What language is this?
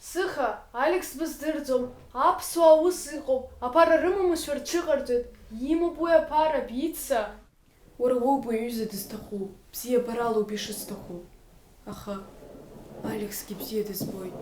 Abkhazian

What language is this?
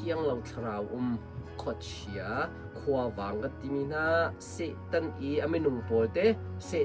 Hakha Chin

